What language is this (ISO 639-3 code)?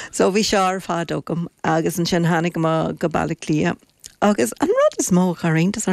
gle